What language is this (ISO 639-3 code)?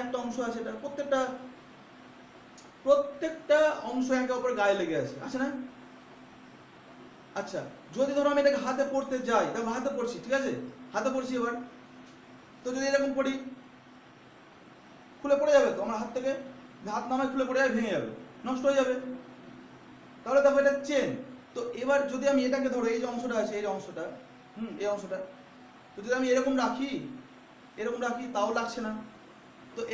ben